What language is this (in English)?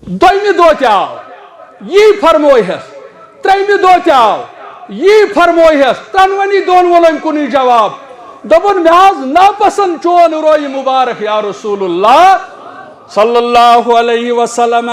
Kashmiri